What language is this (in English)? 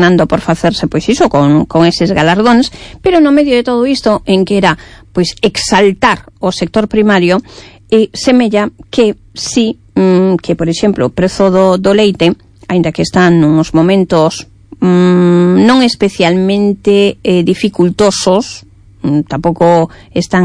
Galician